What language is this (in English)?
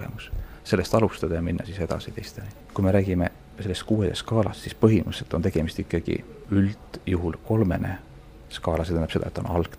Estonian